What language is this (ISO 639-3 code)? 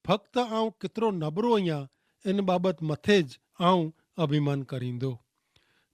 kfr